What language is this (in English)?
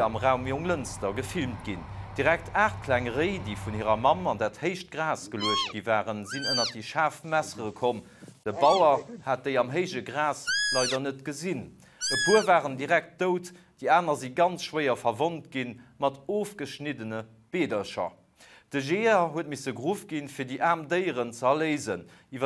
Luxembourgish